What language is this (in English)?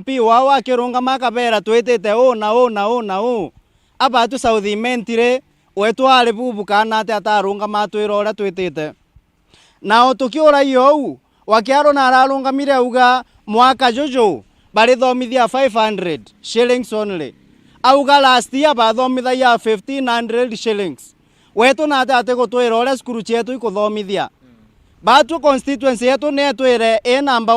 Meru